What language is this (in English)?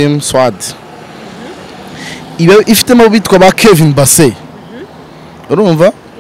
Kinyarwanda